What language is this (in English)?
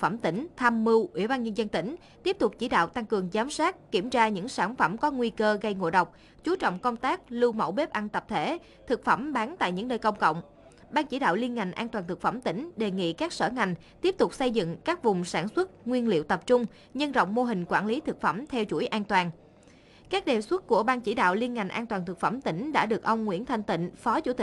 Vietnamese